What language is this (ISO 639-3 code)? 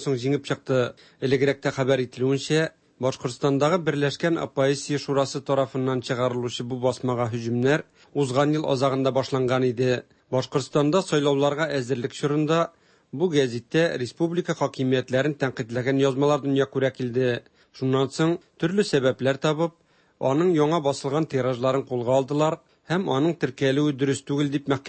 tat